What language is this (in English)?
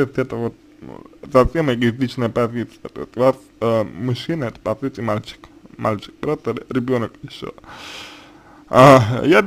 Russian